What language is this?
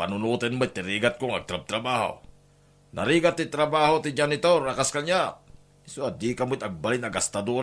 Iloko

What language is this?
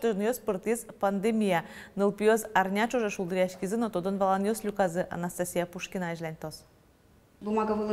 Udmurt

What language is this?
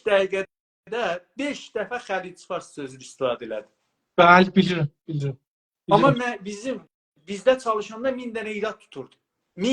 South Azerbaijani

